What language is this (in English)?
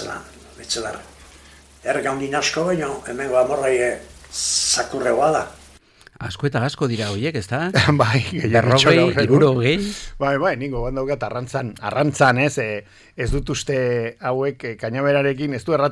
Basque